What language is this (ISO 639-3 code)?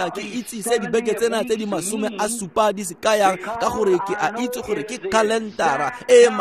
tsn